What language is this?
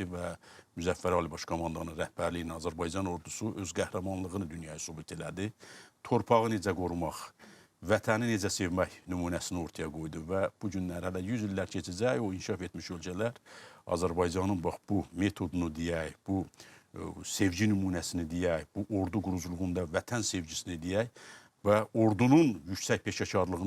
Azerbaijani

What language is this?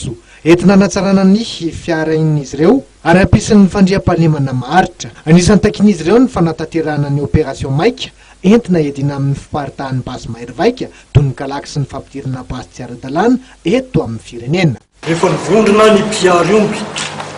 Malagasy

